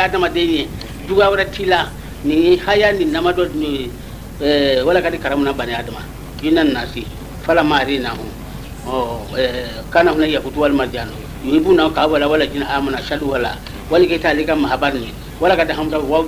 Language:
Bambara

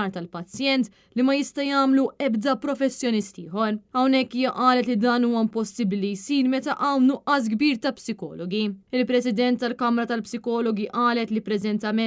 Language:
Maltese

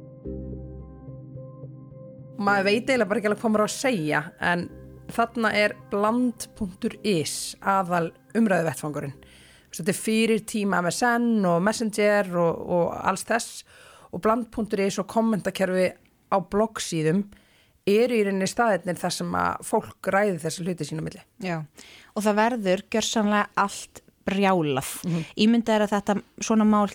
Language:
Icelandic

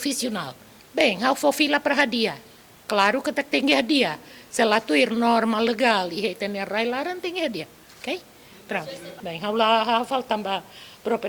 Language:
Tetum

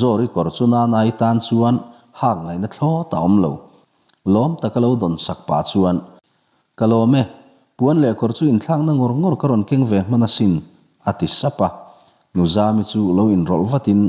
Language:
Mizo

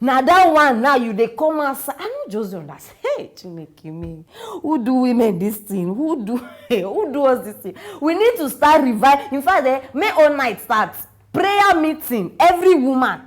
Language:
Nigerian Pidgin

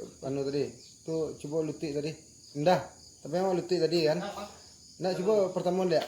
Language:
Minangkabau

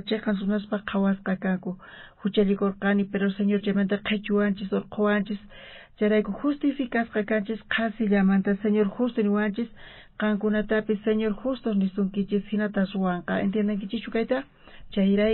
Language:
South Bolivian Quechua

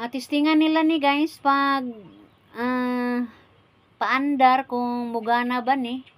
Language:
Cebuano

